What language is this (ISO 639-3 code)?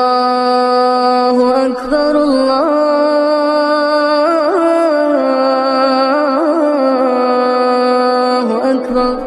ace